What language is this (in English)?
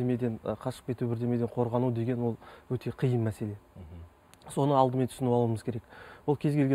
Kazakh